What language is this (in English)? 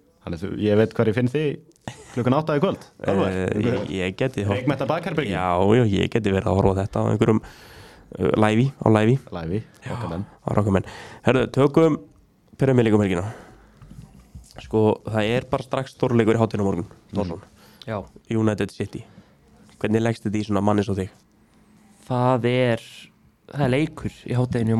Icelandic